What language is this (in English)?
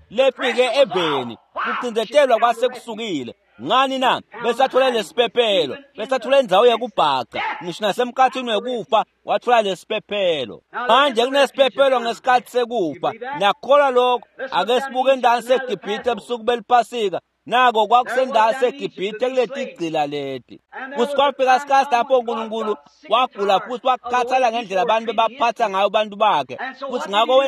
Swati